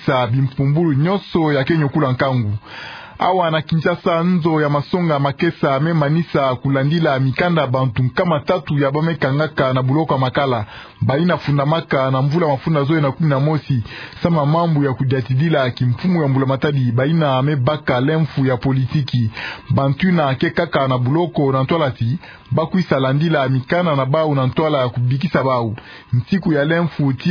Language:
Kituba (Democratic Republic of Congo)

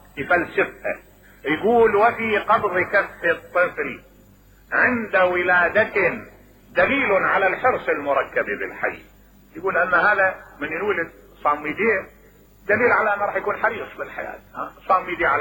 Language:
Mesopotamian Arabic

